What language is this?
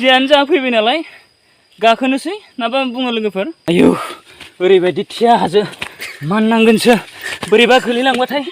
Bodo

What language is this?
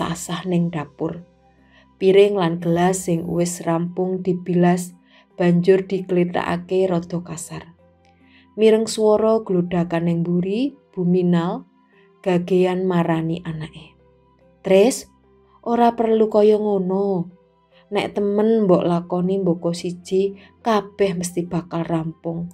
Javanese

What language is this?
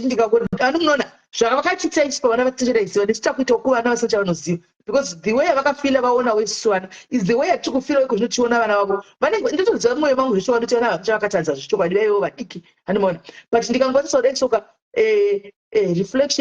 Shona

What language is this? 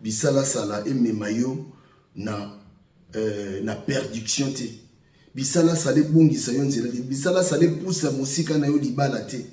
Lingala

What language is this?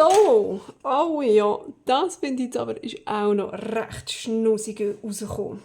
Swiss German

